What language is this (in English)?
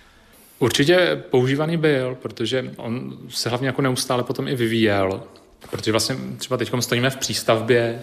Czech